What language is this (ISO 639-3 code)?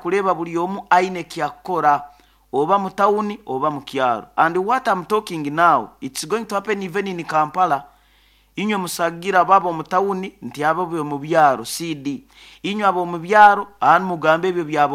nyo